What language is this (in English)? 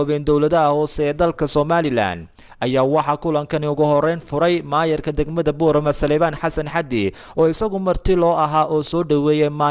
Somali